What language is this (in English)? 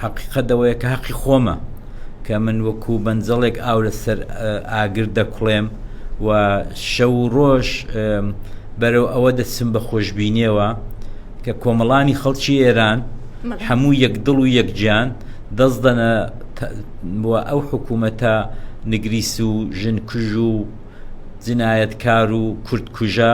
Central Kurdish